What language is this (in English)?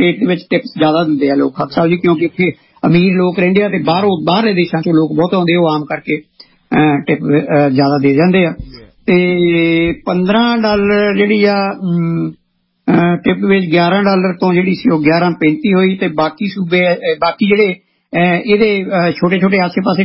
Punjabi